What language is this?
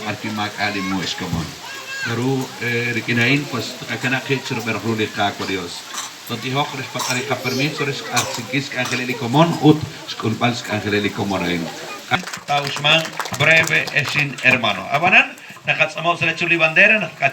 Kekchí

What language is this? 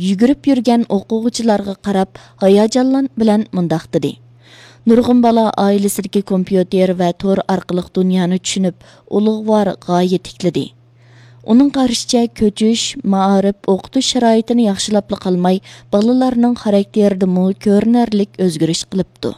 Uyghur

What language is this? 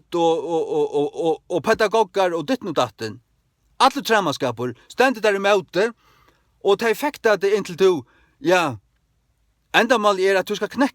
Faroese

